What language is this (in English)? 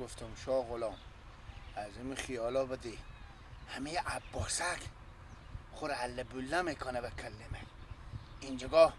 Persian